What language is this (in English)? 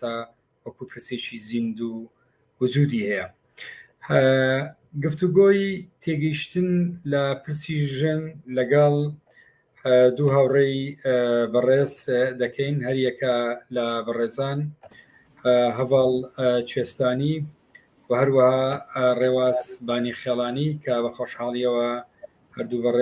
Central Kurdish